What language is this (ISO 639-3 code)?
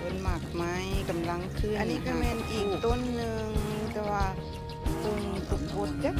lao